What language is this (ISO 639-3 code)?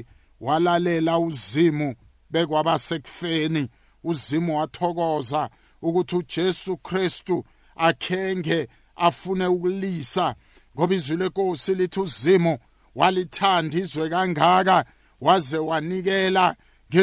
nbl